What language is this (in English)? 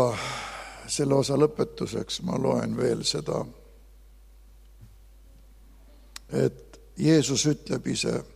Estonian